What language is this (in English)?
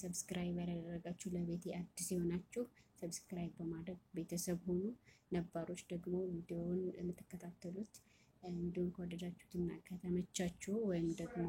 Amharic